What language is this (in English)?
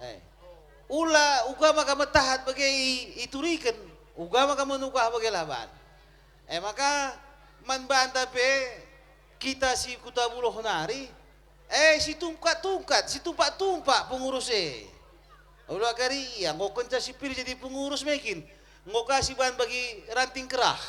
Batak Karo